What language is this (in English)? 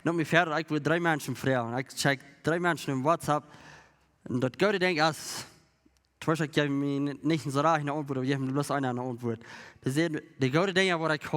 Plautdietsch